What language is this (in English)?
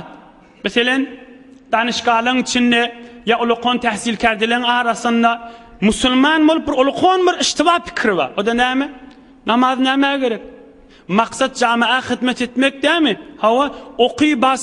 Turkmen